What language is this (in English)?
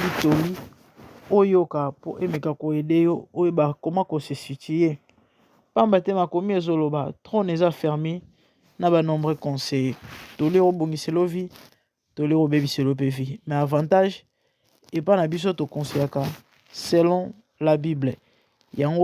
Lingala